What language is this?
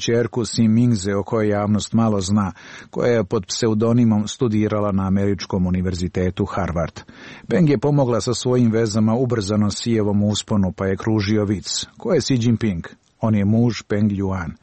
Serbian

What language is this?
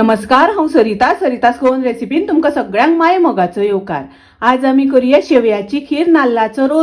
Konkani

